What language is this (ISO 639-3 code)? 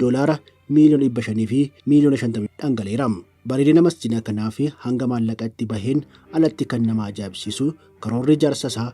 orm